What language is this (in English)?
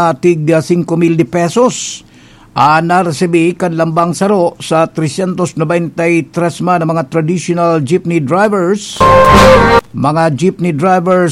Bikol